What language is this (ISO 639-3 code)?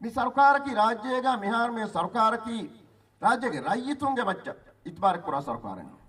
div